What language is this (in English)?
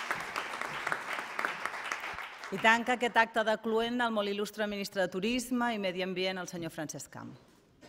Catalan